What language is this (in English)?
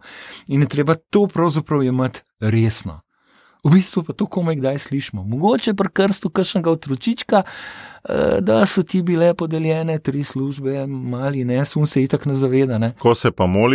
Slovenian